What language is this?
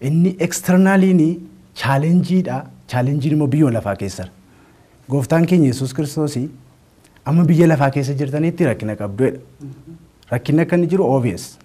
Oromo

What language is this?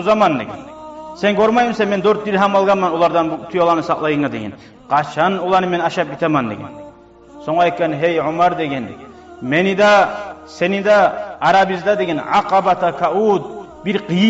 Kumyk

